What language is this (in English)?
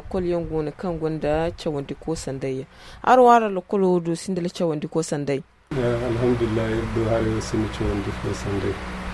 Zarma